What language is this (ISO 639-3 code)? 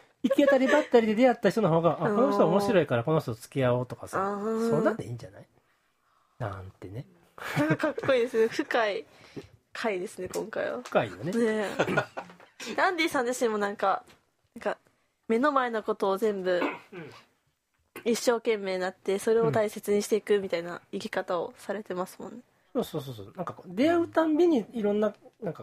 jpn